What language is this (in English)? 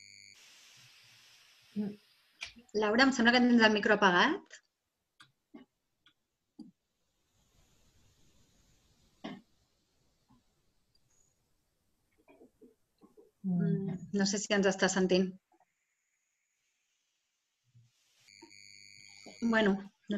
Catalan